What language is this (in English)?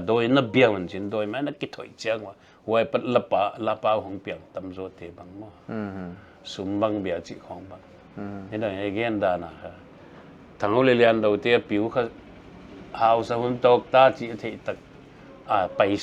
Paite Chin